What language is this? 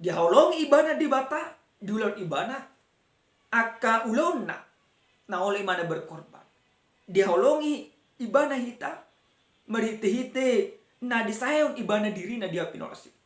Batak Toba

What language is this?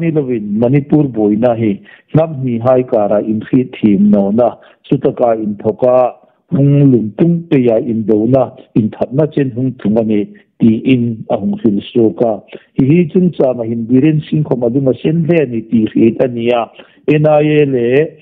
Hmar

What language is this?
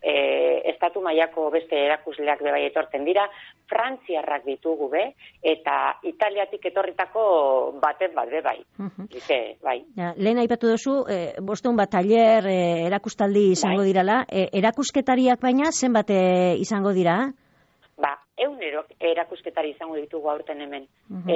Basque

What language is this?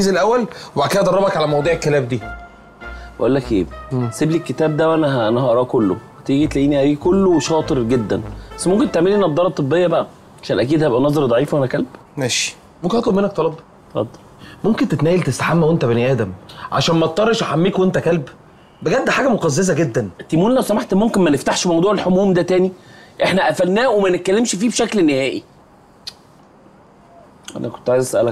Egyptian Arabic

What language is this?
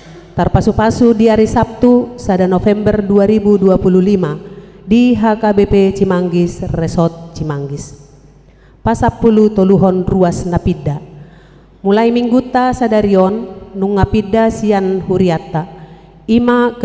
Batak Toba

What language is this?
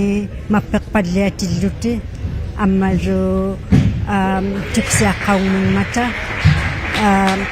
Inuktitut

